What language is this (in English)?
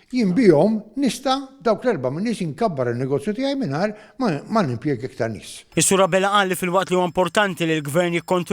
Maltese